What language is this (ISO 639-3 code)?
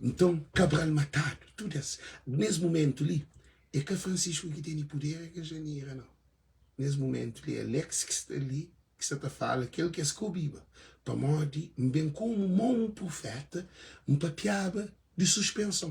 kea